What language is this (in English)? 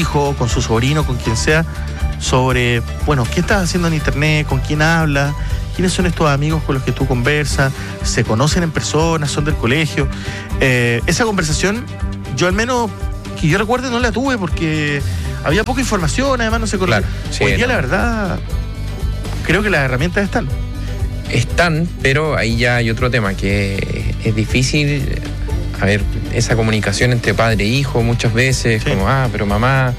Spanish